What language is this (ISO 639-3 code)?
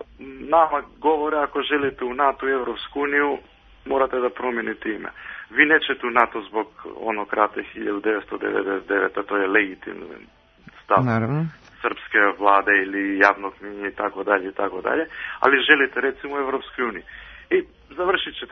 srp